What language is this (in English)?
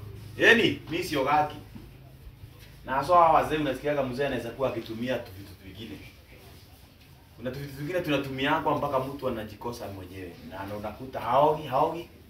Swahili